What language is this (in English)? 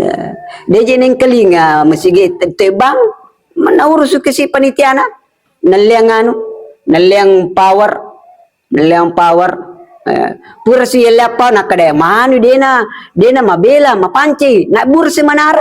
Buginese